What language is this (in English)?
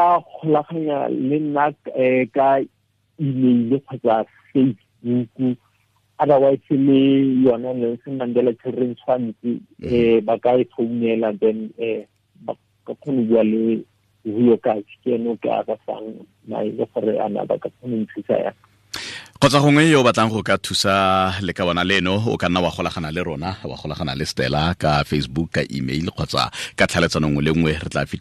Tswana